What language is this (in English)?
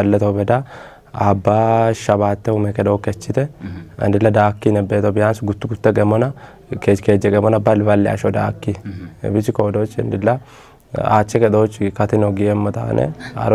Kafa